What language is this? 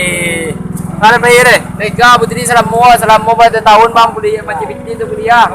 Minangkabau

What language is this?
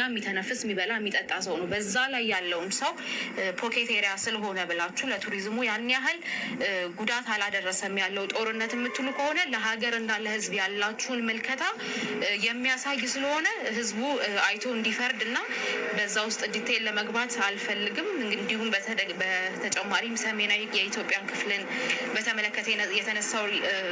Amharic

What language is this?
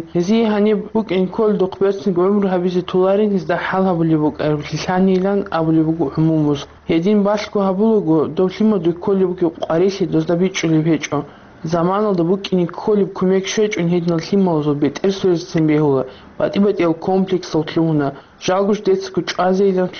Avaric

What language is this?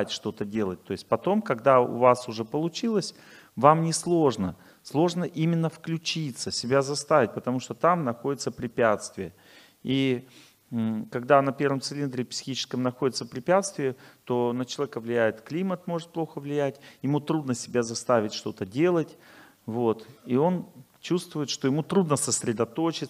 Russian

